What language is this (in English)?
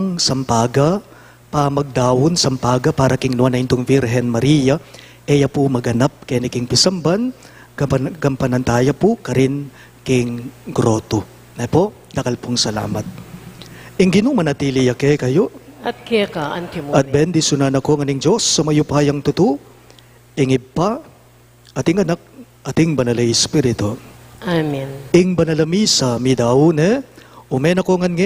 Pampanga